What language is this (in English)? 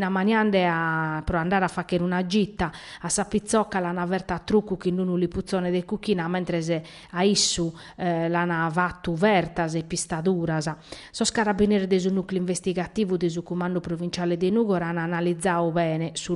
Sardinian